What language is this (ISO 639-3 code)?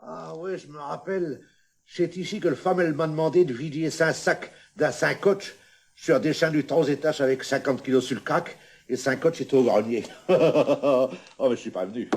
pcd